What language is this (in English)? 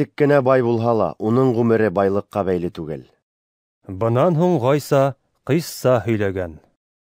Bashkir